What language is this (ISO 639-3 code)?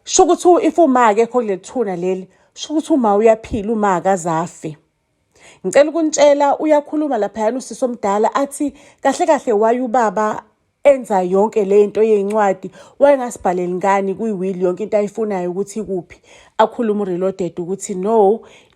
zul